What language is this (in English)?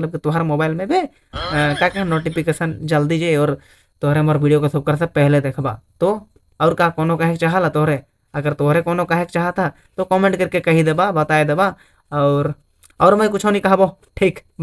Sadri